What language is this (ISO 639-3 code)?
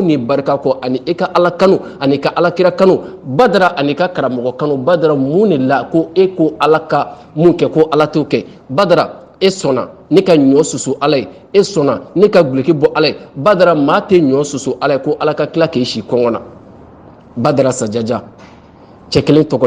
bam